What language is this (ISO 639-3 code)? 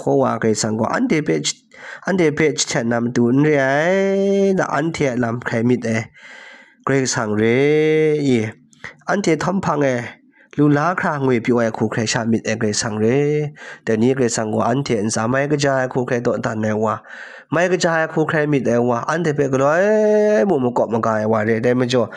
kac